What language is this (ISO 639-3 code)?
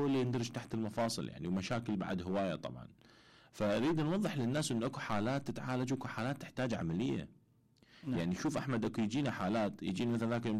acm